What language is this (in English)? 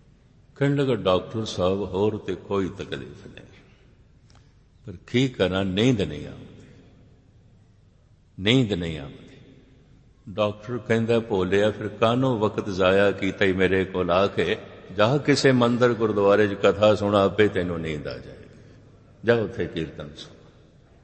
Punjabi